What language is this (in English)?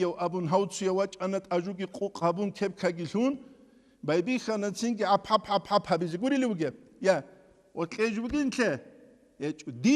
Avaric